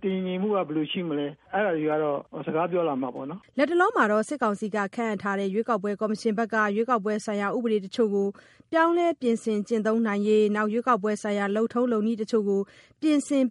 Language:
Burmese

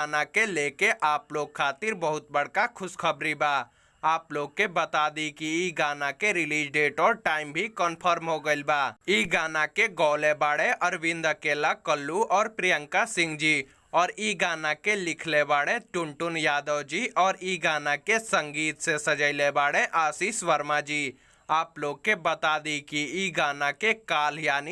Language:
Bhojpuri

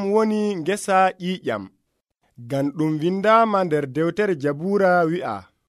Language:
Nigerian Fulfulde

